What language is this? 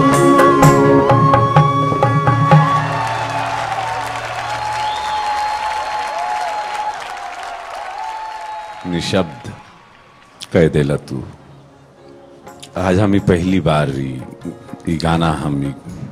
Bhojpuri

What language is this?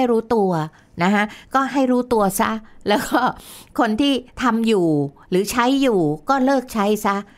Thai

